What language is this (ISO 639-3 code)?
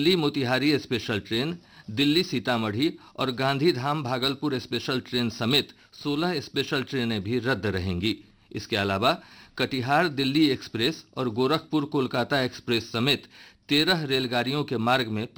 hin